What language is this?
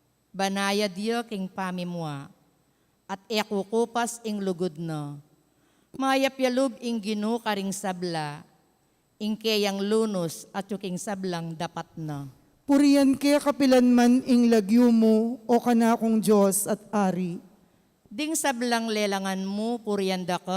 Pampanga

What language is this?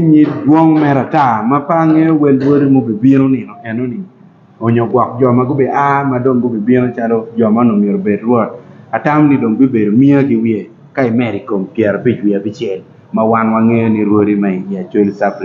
Acoli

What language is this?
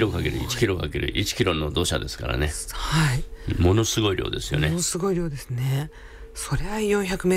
Japanese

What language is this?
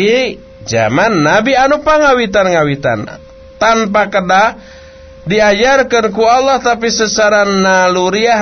Sundanese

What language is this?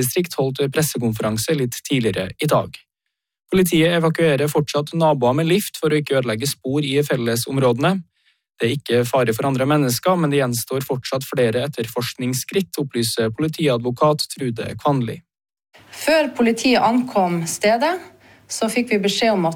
Norwegian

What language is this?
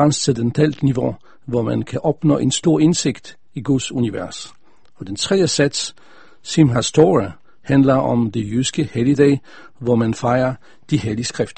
Danish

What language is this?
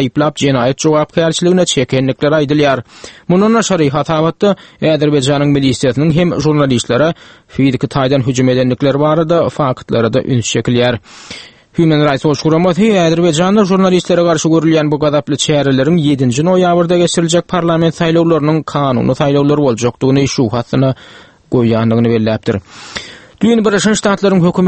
Turkmen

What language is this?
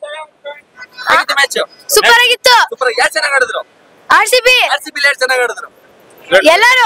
Kannada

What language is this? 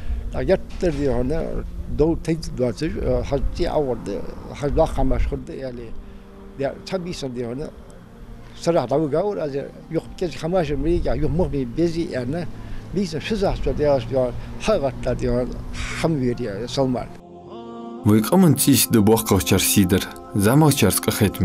Ingush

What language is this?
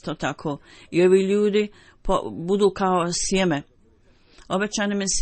Bosnian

